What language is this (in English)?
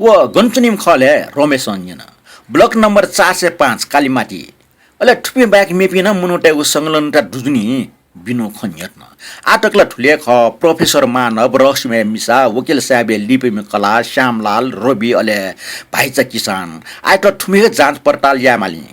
Newari